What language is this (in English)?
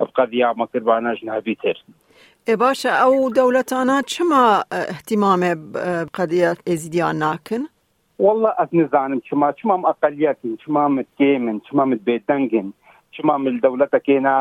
Kurdish